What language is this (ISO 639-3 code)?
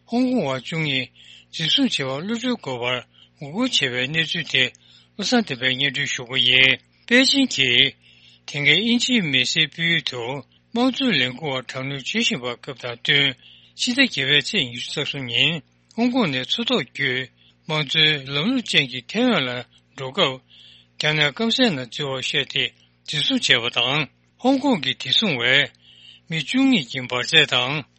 bod